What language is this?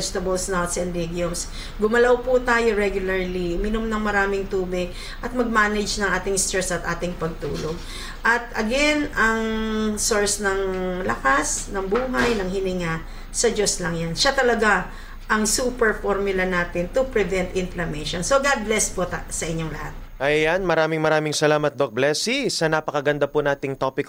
Filipino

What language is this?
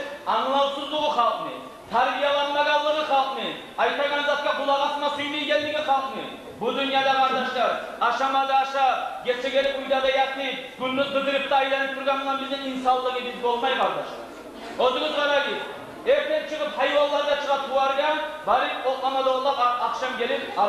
Kumyk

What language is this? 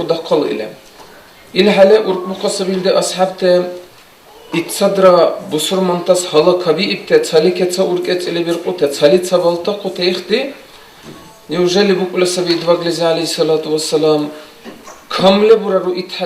Dargwa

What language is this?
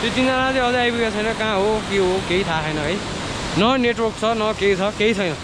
Nepali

